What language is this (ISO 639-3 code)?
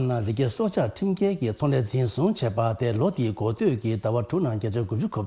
bod